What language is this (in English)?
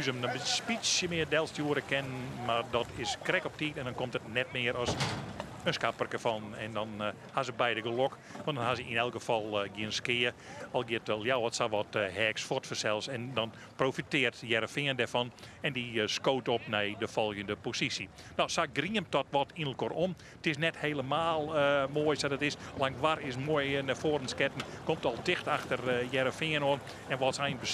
Western Frisian